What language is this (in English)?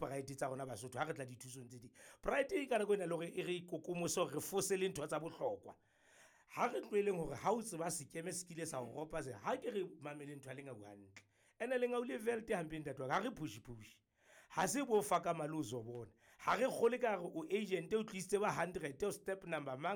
Southern Sotho